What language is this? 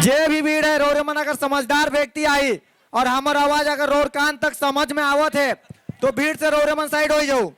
Sadri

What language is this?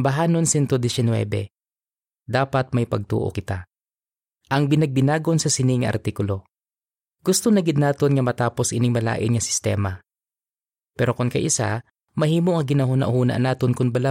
Hiligaynon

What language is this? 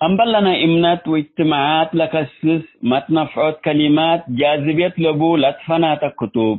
Tigre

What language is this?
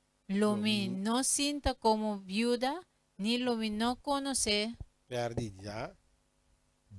Papiamento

